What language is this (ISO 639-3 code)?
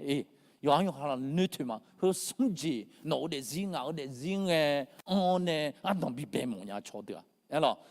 ahk